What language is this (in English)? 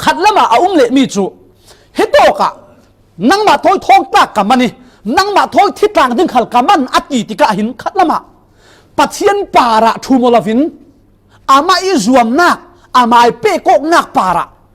Falam Chin